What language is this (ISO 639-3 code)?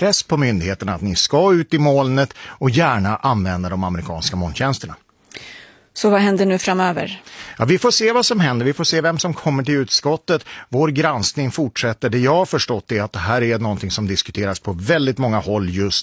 swe